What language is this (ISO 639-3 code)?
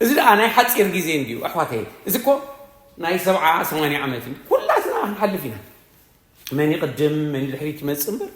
tir